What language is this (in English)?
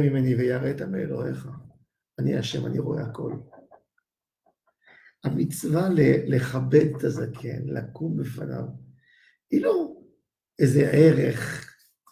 Hebrew